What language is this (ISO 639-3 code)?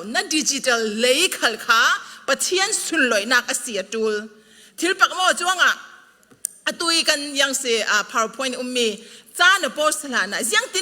cfm